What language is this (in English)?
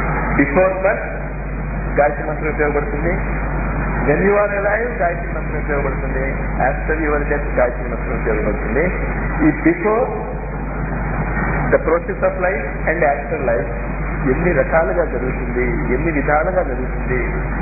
Telugu